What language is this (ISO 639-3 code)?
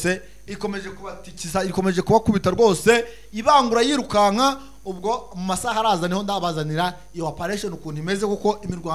kin